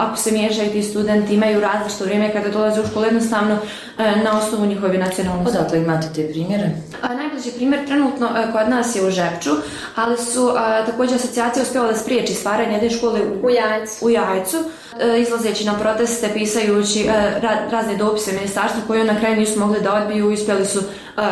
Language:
Bosnian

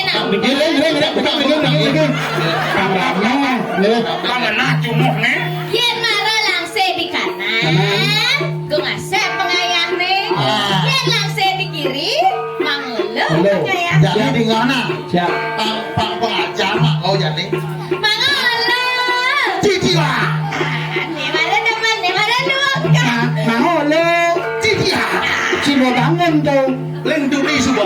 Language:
Balinese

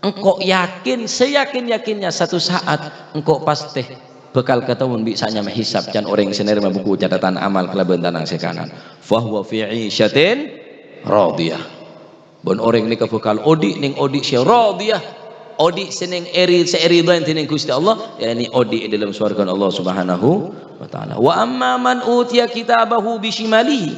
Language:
Madurese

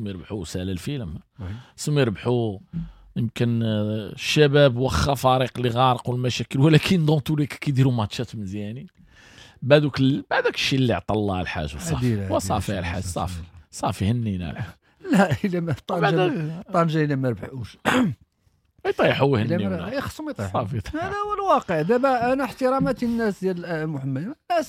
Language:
Moroccan Arabic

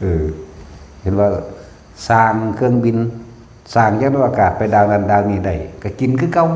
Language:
Northeastern Thai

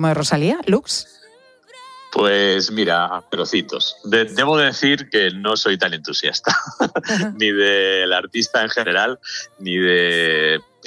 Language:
Spanish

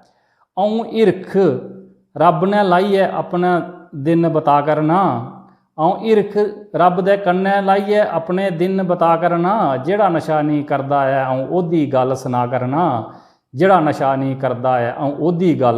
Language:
Dogri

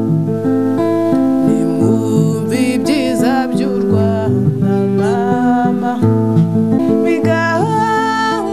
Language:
Kinyarwanda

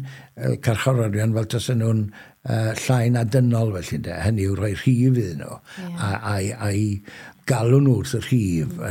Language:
Welsh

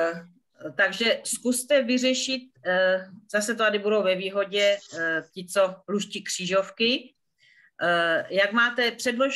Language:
Czech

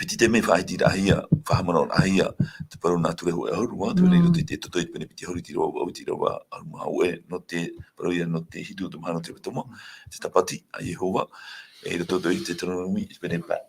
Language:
Tahitian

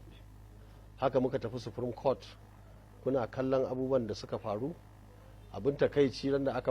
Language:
Hausa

